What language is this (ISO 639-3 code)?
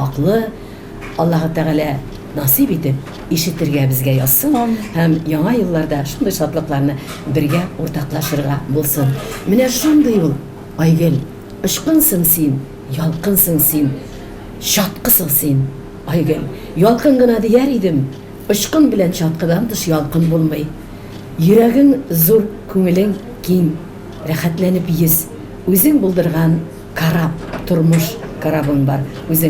tat